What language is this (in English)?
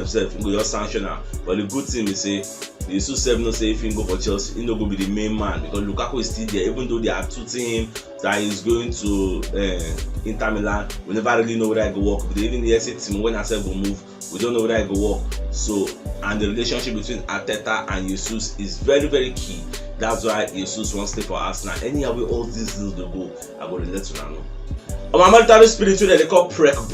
Nigerian Pidgin